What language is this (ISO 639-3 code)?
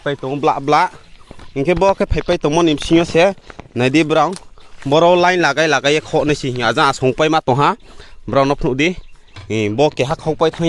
ria